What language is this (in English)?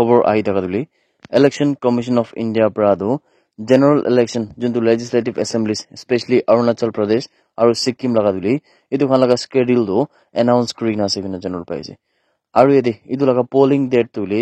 Naga Pidgin